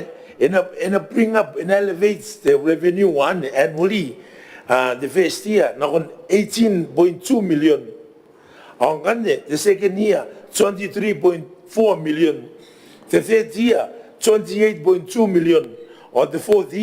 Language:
Gilbertese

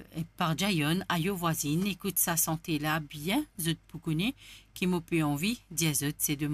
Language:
Morisyen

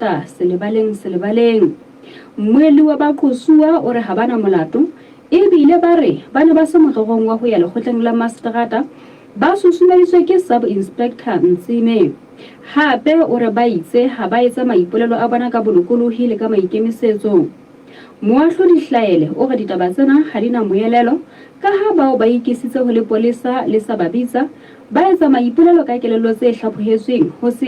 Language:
Southern Sotho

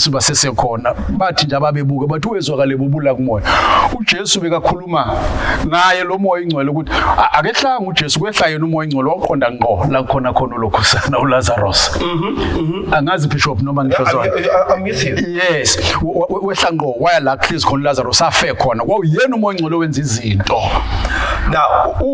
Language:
Zulu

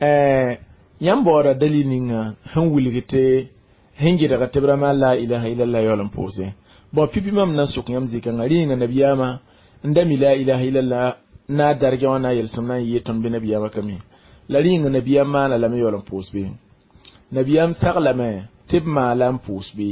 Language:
Mossi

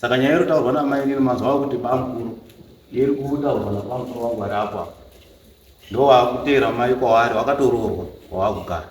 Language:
Shona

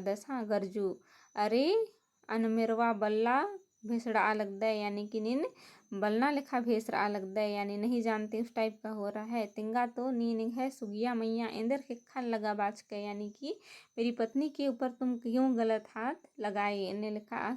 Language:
Kurukh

